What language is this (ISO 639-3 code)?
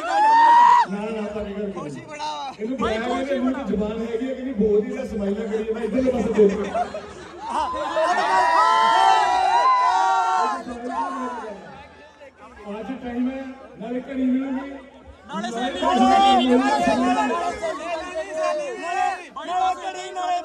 pan